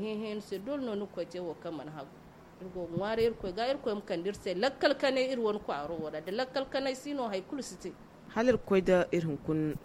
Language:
Zarma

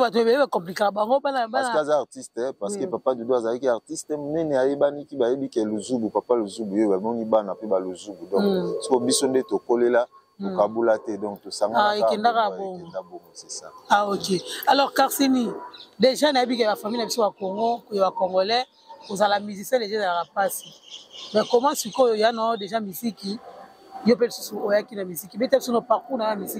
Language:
Lingala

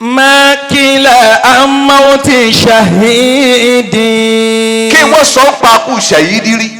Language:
Yoruba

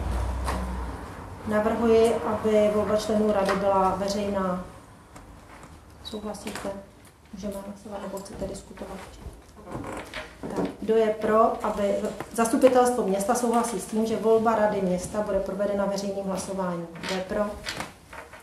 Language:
Czech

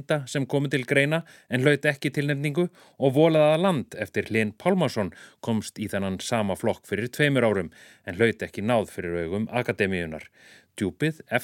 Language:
Icelandic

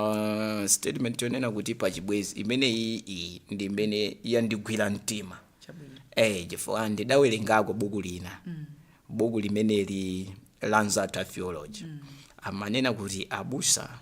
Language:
Nyanja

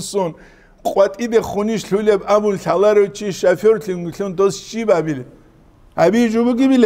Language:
Avaric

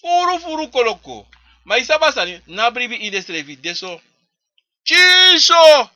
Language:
Sranan Tongo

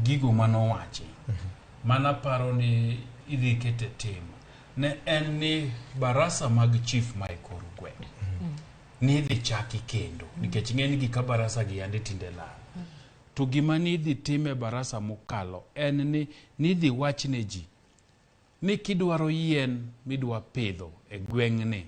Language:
Luo (Kenya and Tanzania)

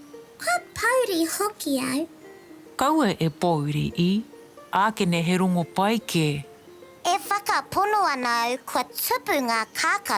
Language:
Māori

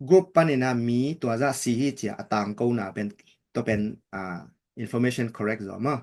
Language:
Tedim Chin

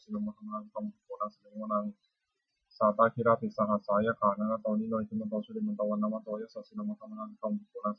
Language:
Pali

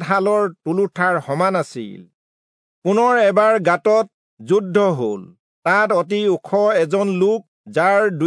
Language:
Assamese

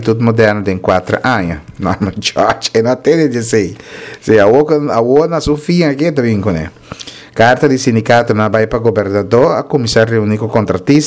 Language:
Papiamento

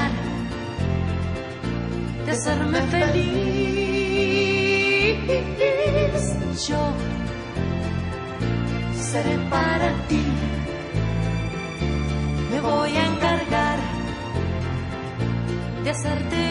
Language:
Spanish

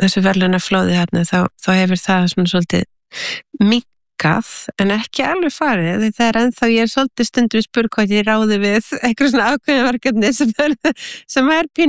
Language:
Icelandic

